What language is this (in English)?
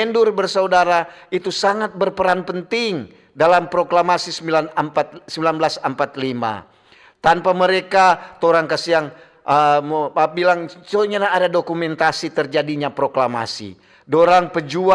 Manado Malay